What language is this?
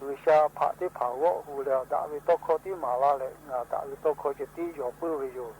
Lahu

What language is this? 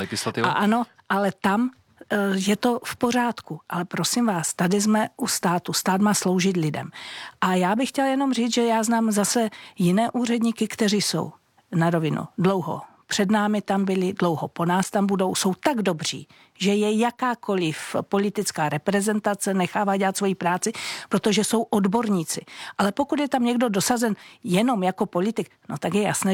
Czech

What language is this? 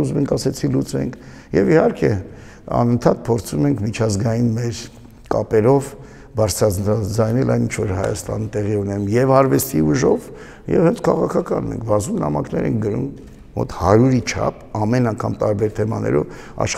Armenian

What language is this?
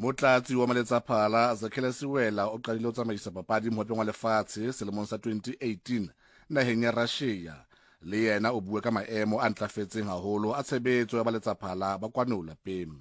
Southern Sotho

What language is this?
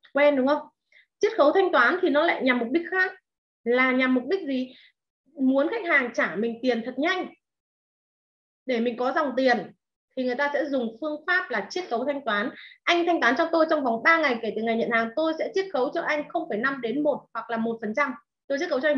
Vietnamese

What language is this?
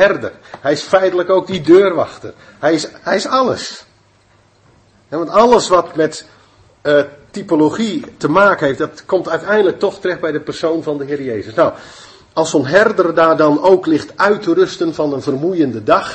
Dutch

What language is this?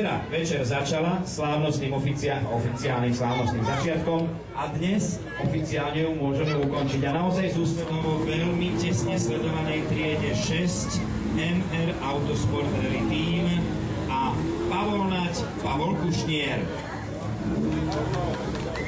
Slovak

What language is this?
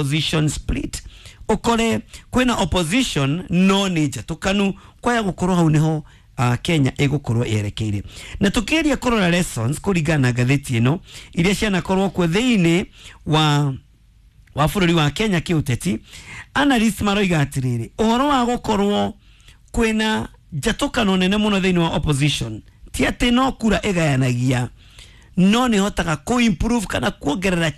Kikuyu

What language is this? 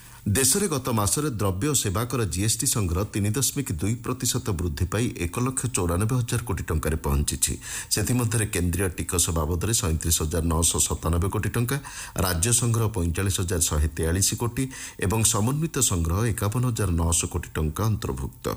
Odia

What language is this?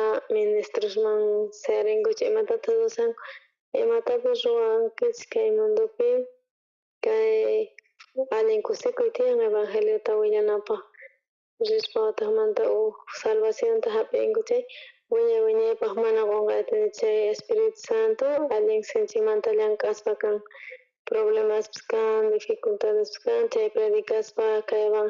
South Bolivian Quechua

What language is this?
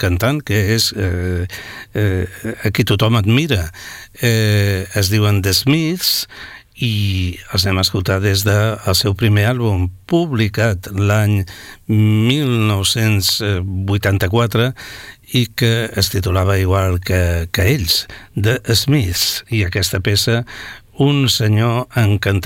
Catalan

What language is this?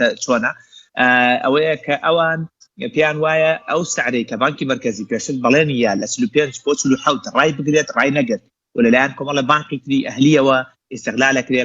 Central Kurdish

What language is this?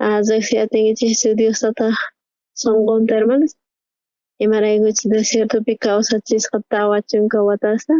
South Bolivian Quechua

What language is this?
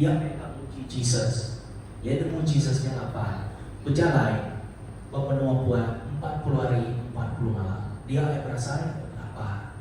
Iban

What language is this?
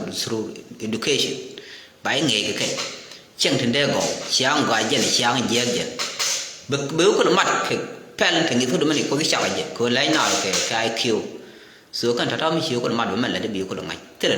Nuer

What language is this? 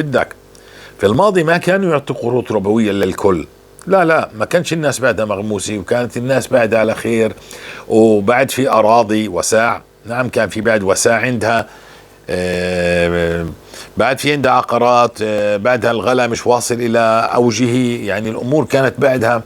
North Levantine Arabic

